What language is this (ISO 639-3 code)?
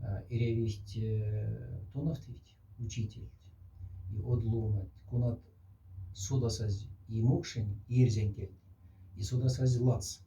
mdf